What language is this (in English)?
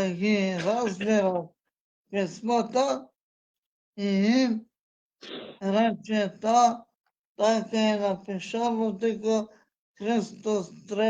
Balkan Romani